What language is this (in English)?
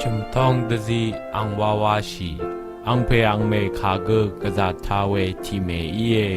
Rawang